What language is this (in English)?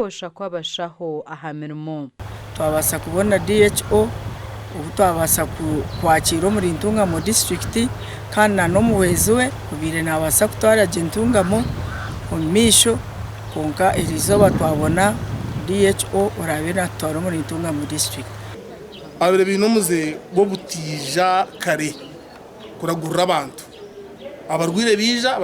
Nyankole